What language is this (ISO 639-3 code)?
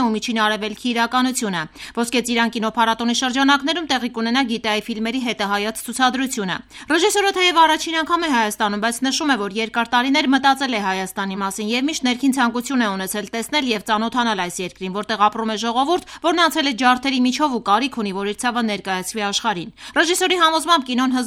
hye